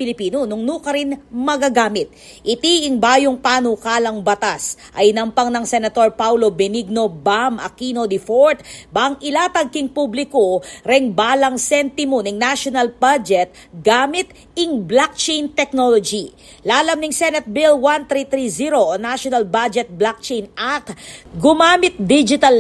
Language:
Pampanga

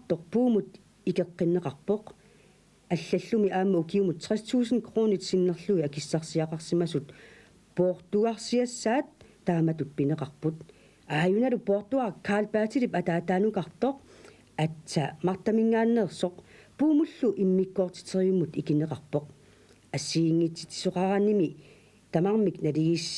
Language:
Kalaallisut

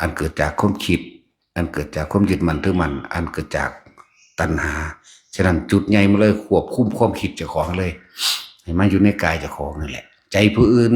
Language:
Northeastern Thai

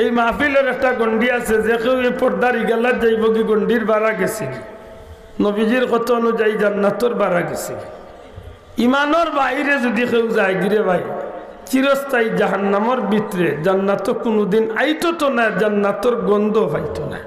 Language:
Sylheti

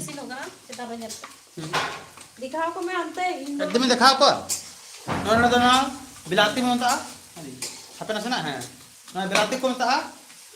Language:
Santali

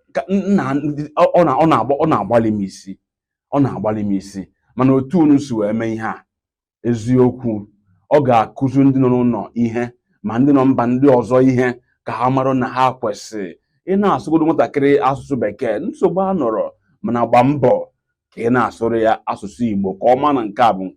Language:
Igbo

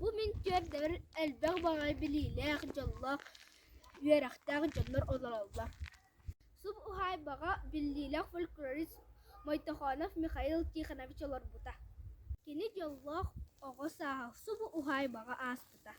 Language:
Yakut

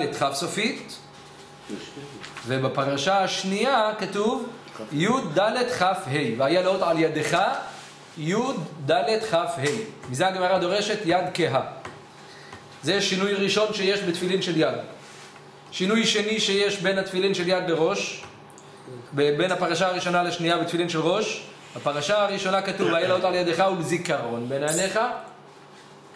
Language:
Hebrew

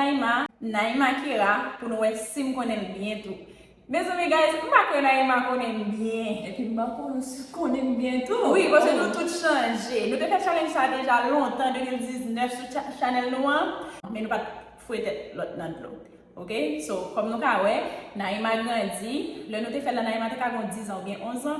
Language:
Haitian Creole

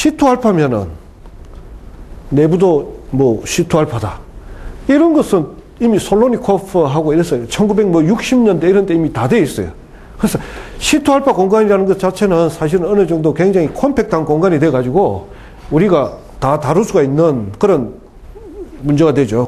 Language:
Korean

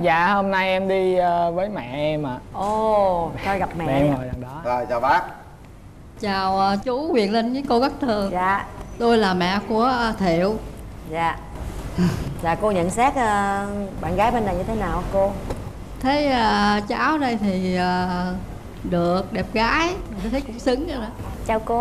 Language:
Vietnamese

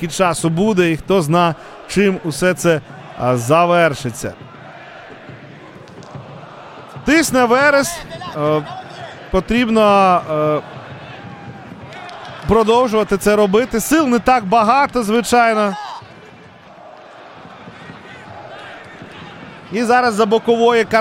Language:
Ukrainian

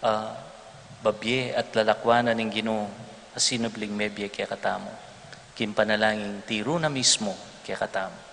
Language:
Pampanga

